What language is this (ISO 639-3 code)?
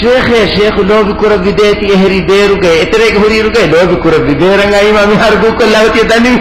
div